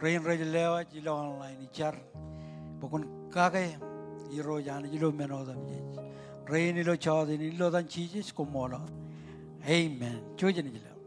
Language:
Marshallese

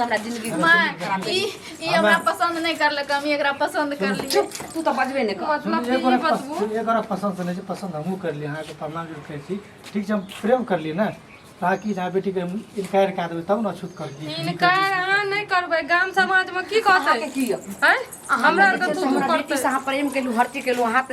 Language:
Maithili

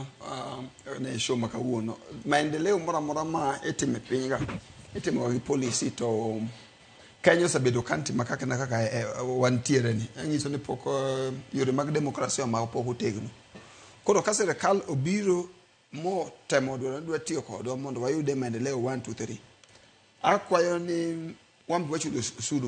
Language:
Luo (Kenya and Tanzania)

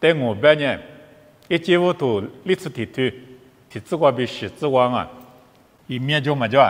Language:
Lisu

